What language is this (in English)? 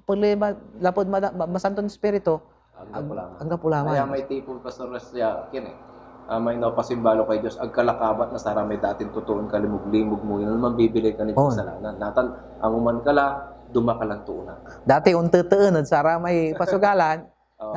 Pangasinan